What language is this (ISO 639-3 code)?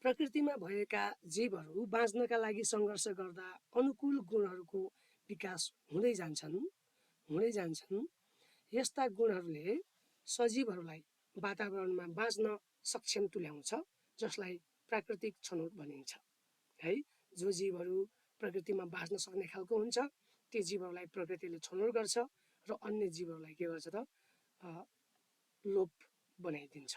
nep